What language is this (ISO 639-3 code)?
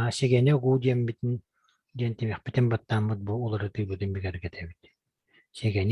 sah